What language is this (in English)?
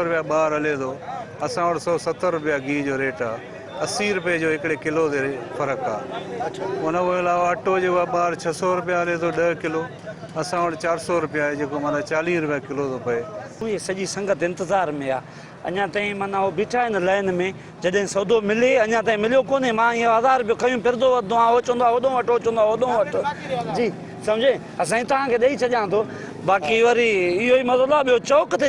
Sindhi